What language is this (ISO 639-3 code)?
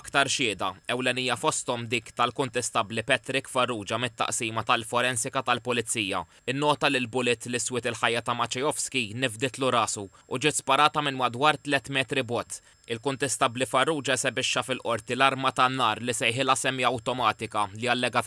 mlt